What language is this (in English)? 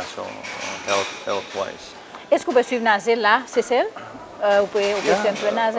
Seselwa Creole French